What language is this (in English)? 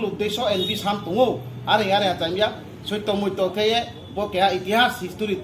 Riang (India)